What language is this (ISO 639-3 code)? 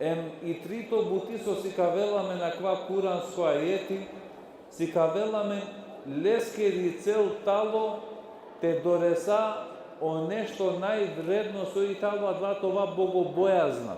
rmn